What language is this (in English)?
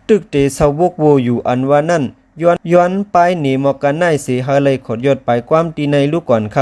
Shan